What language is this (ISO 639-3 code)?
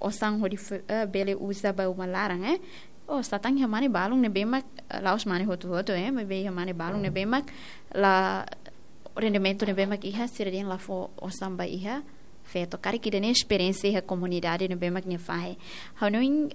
tet